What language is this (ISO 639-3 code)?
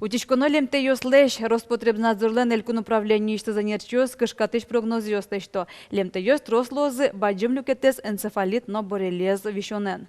udm